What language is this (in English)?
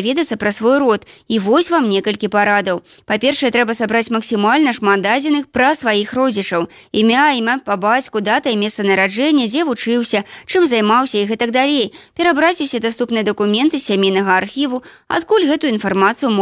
Belarusian